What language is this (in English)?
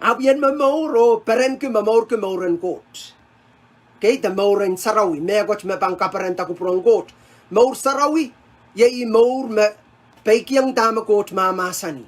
Pohnpeian